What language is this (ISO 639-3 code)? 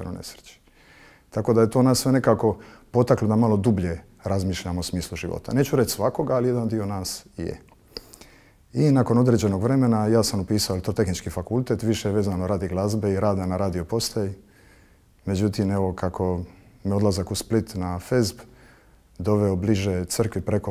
hrv